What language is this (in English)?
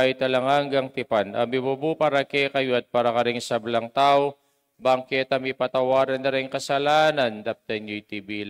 Pampanga